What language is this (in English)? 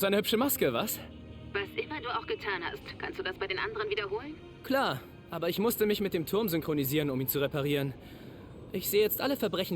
Bavarian